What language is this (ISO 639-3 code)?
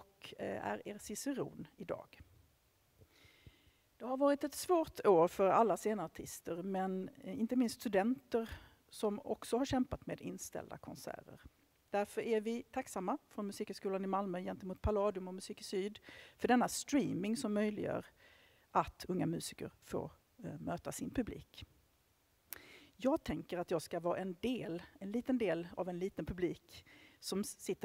swe